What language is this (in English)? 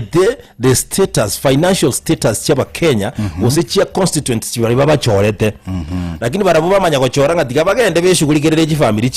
Gusii